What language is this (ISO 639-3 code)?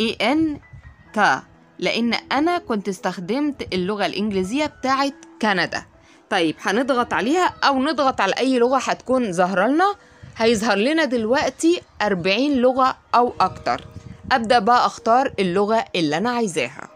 arz